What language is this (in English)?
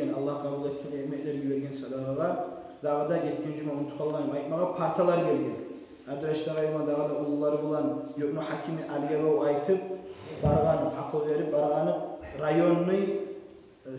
Kumyk